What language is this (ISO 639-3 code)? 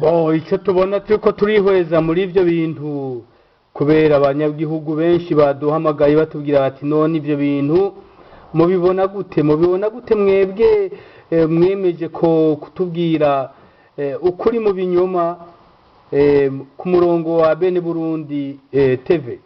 run